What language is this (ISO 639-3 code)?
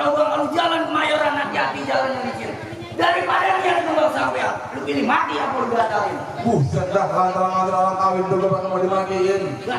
bew